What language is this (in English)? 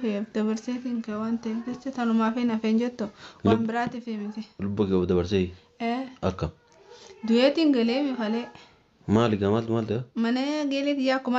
Oromo